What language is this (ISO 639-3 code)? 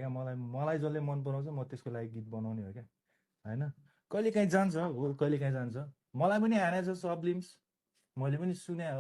nep